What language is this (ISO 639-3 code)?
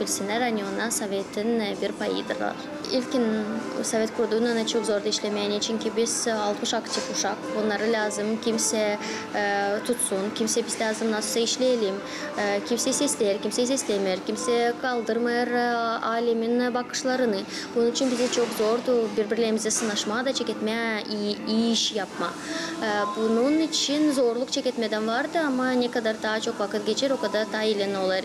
gag